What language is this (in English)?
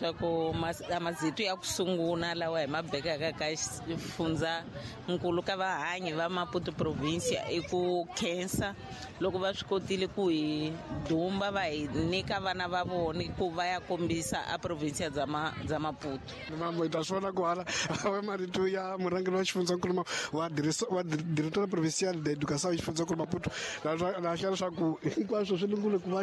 Tsonga